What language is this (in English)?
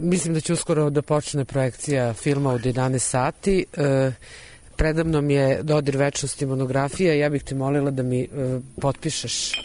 Serbian